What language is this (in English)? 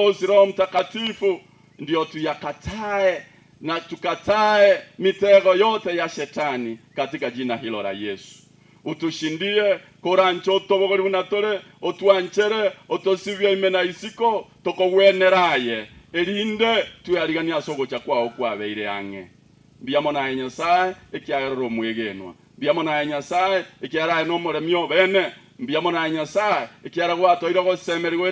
Gusii